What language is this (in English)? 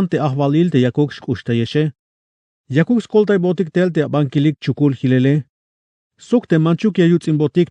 Tzeltal